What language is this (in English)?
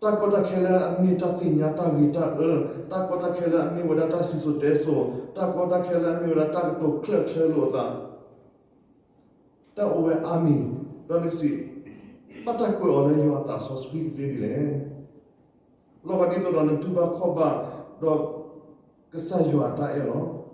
S'gaw Karen